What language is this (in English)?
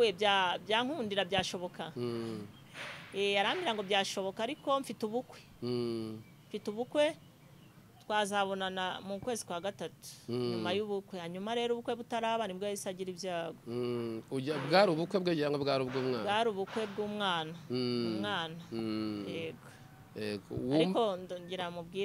Kinyarwanda